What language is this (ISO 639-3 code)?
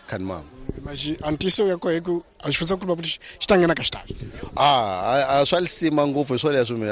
tso